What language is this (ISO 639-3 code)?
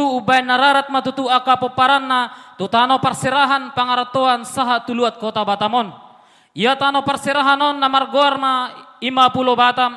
bbc